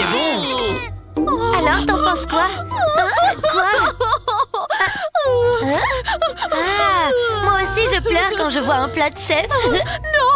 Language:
French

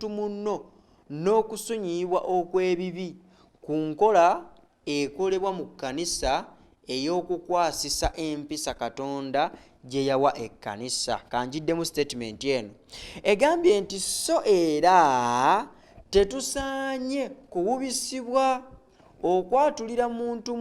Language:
Ganda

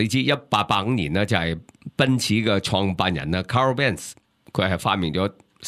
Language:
Cantonese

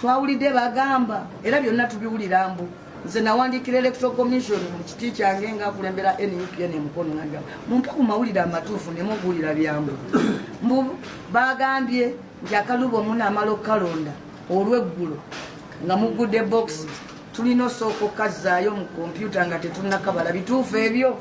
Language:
Ganda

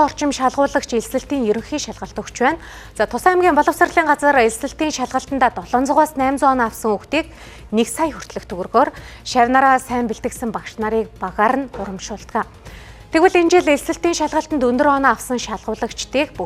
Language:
Mongolian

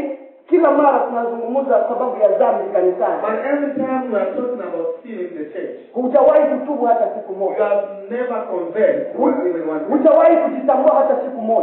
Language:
Swahili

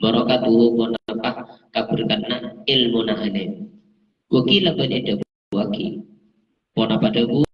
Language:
Madurese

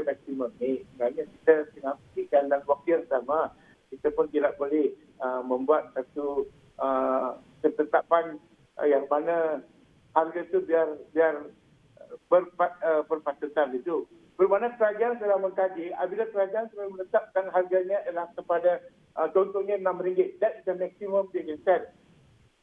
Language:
Malay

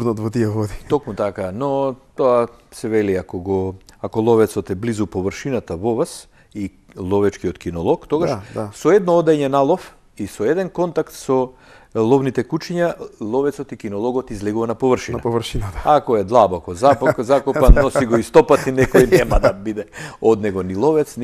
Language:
Macedonian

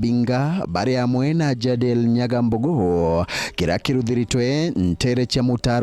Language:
Meru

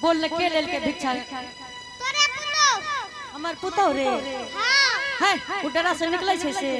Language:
Angika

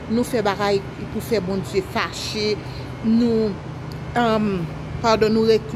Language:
Haitian Creole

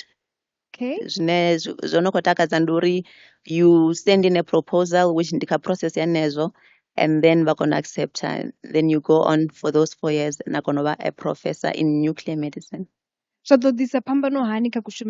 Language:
Venda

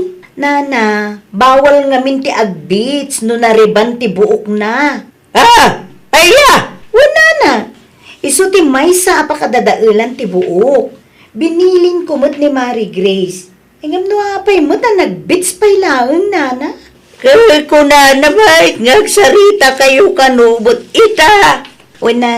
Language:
Iloko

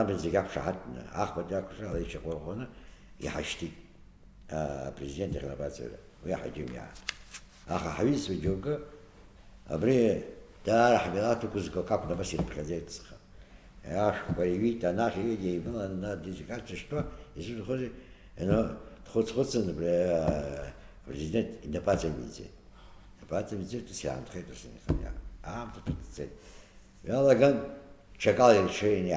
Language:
Abkhazian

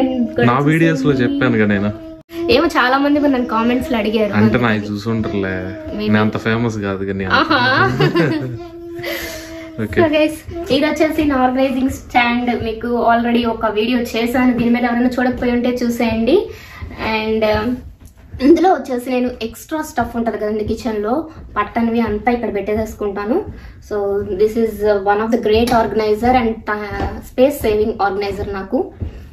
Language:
Telugu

